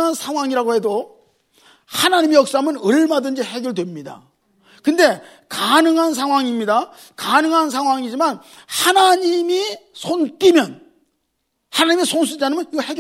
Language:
Korean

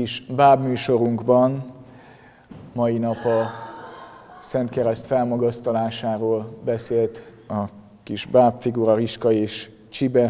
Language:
Hungarian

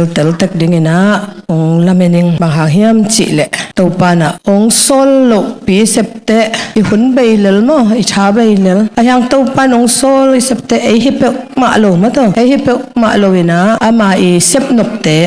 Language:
Tedim Chin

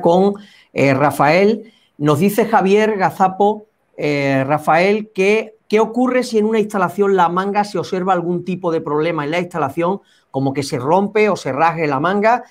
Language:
Spanish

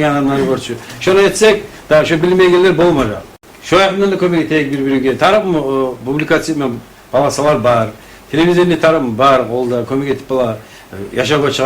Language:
Kumyk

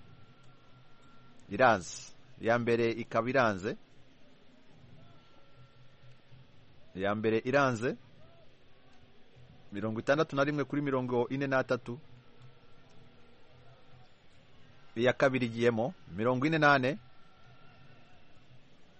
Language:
Kinyarwanda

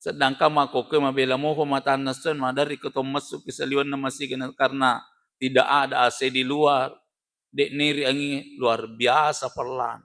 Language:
Buginese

